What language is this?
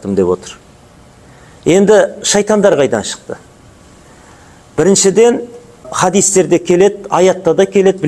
Kazakh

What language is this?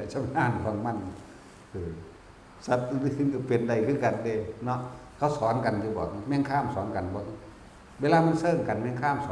Northeastern Thai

